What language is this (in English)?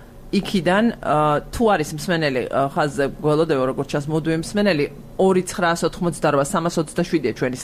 Georgian